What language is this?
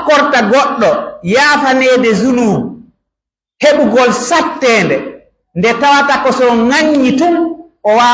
Pular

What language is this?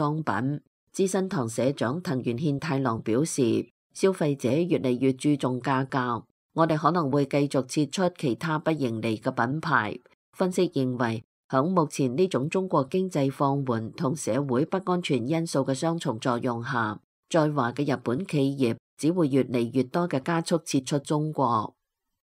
Cantonese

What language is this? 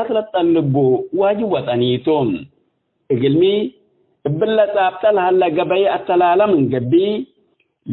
Tigre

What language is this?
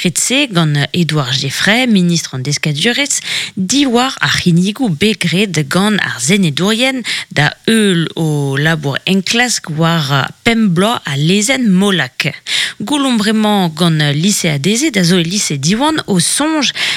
Breton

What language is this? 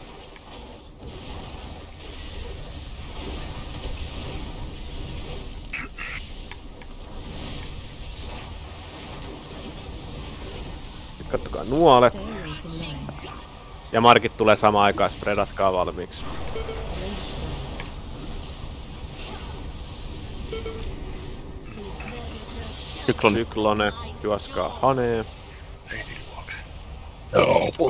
Finnish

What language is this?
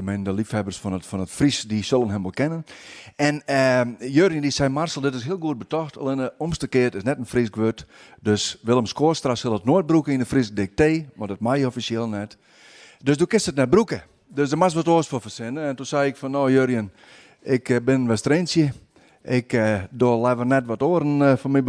Western Frisian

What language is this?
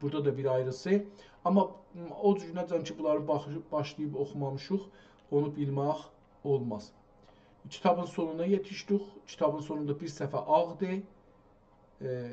South Azerbaijani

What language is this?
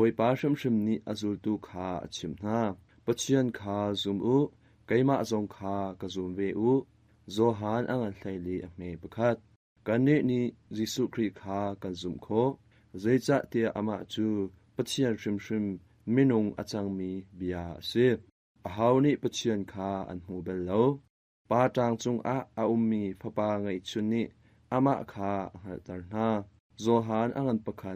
Hakha Chin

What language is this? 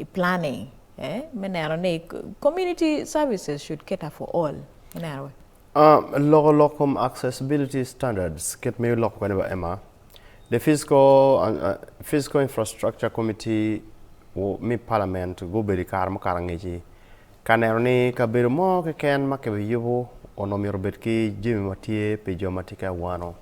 Acoli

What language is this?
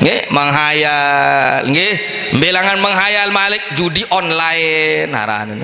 Sasak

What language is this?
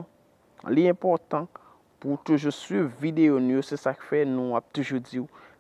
Haitian Creole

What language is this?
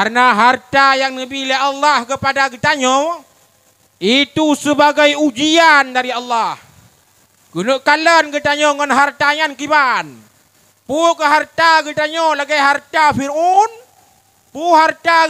Achinese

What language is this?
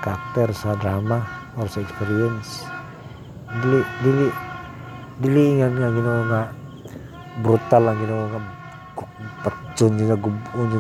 Cebuano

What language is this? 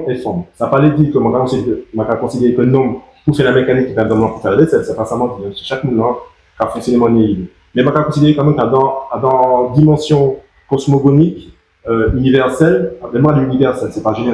Guadeloupean Creole French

